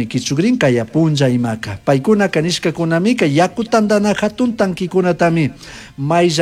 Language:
Chimborazo Highland Quichua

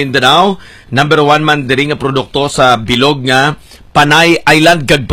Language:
Hiligaynon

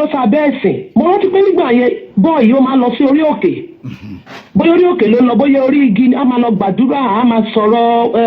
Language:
Yoruba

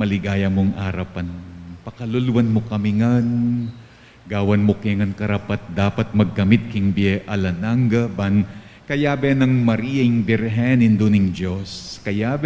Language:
Pampanga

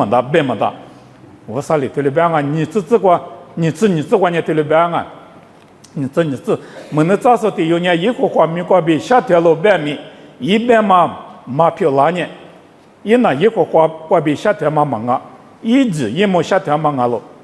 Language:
Lisu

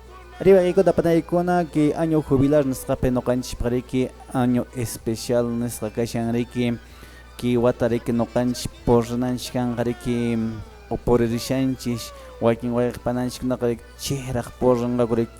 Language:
Quechua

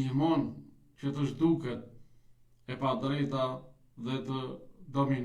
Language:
Albanian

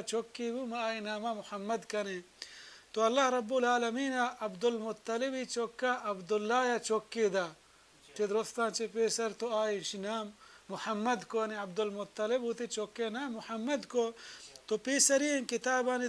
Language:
Baluchi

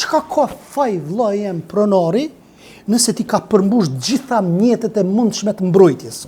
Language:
Albanian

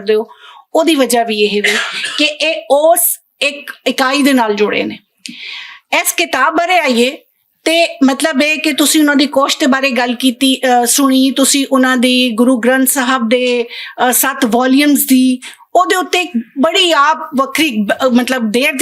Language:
Western Panjabi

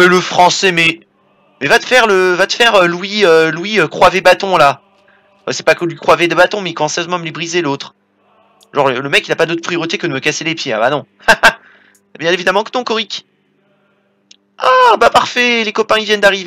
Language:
French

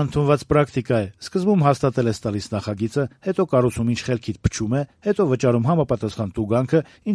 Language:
Armenian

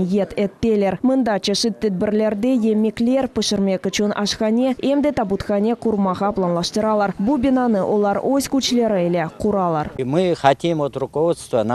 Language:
Crimean Tatar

